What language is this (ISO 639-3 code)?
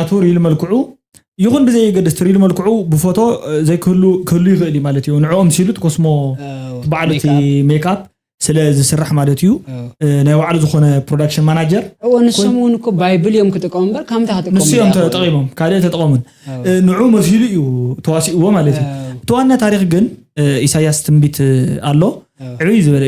tir